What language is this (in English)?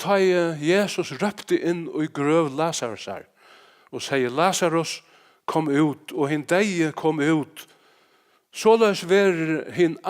Faroese